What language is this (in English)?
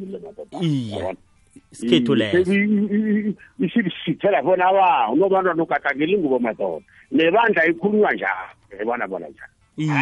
South Ndebele